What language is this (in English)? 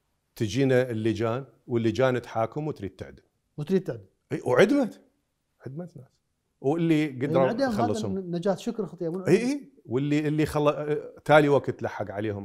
Mesopotamian Arabic